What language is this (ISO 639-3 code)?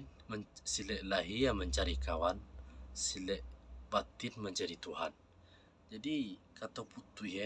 min